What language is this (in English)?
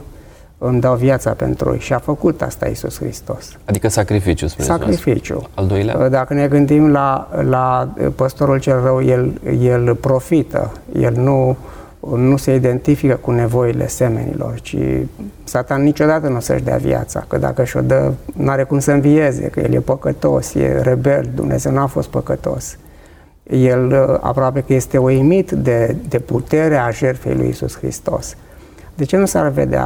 Romanian